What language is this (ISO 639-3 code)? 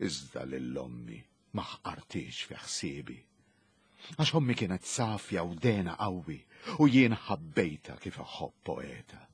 mlt